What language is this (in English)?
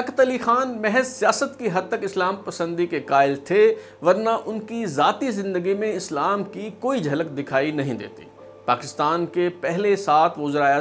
Urdu